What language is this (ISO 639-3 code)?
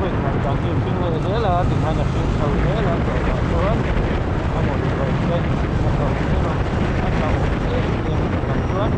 lus